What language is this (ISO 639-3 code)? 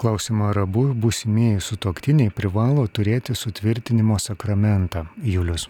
lit